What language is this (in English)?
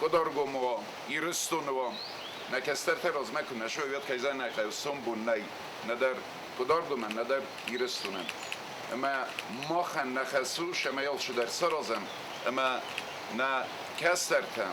Ossetic